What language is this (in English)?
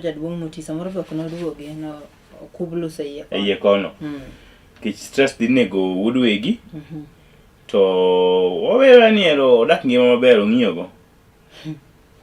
Luo (Kenya and Tanzania)